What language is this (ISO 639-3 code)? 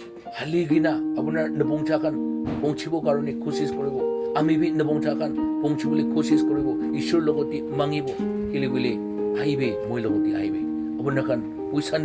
nag